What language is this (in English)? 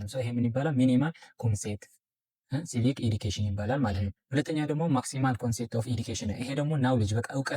Amharic